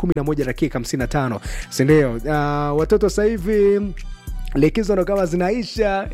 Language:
Swahili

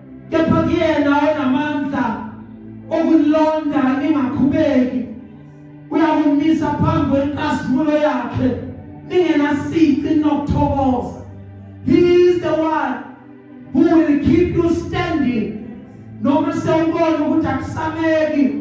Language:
Zulu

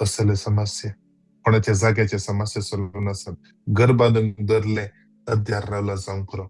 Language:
Konkani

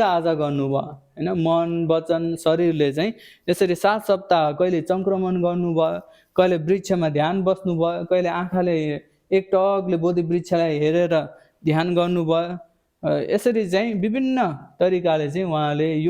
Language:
Nepali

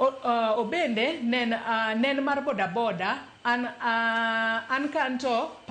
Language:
Luo (Kenya and Tanzania)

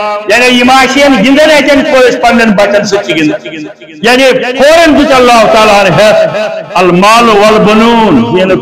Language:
Kashmiri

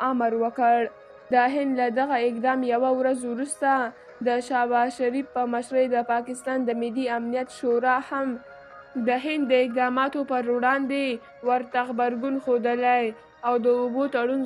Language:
Pashto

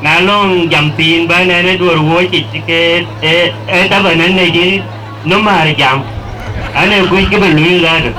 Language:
Dinka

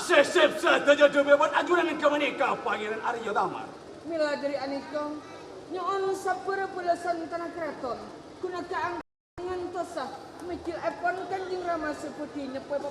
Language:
Madurese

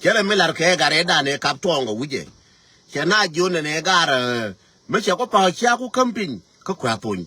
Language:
Nuer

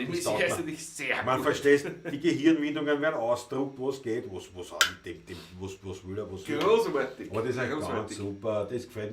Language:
Bavarian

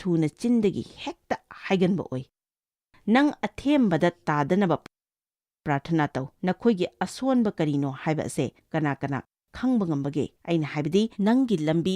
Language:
Manipuri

